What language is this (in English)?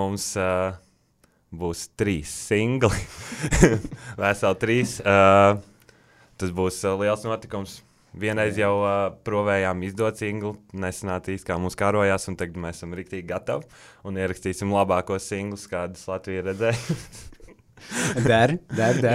Latvian